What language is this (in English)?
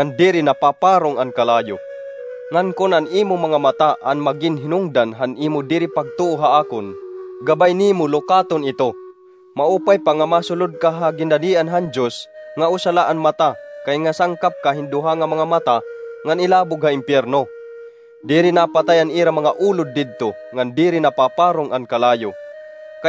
Waray